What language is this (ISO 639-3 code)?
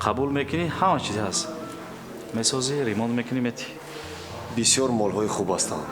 tgk